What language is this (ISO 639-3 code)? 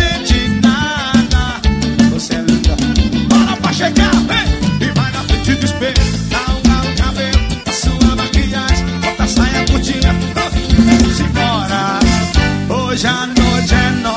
por